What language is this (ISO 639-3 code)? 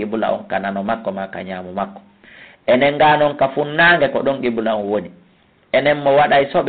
ful